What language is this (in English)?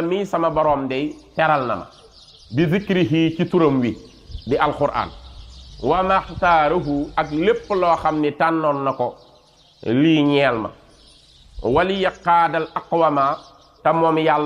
Wolof